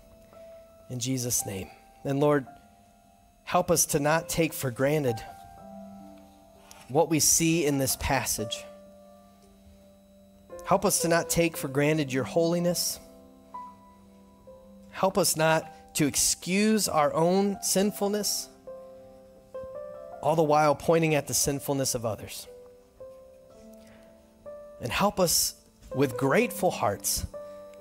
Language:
English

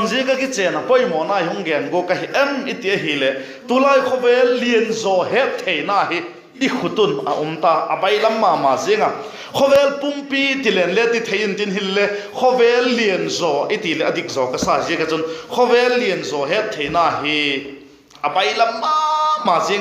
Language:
Vaiphei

